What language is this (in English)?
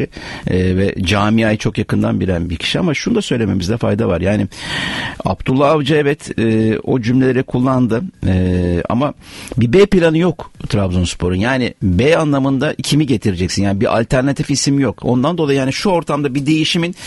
Turkish